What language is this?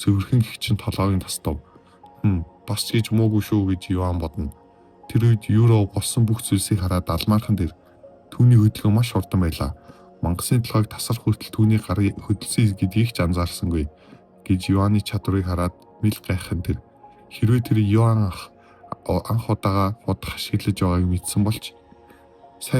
Mongolian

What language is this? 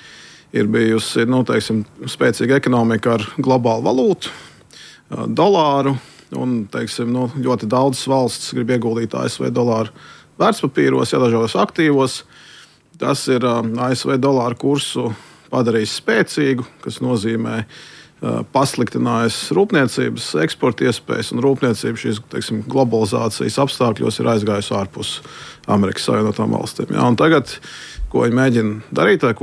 Latvian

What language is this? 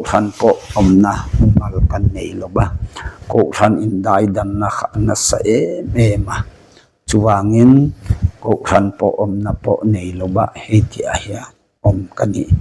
Mizo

